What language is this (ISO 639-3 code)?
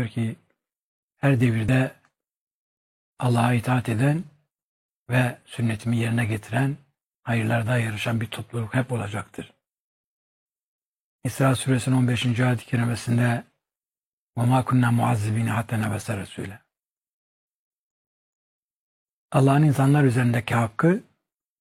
tur